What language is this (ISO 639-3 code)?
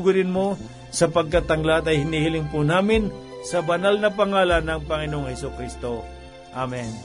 fil